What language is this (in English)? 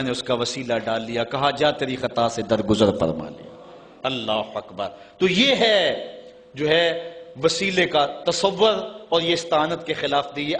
Urdu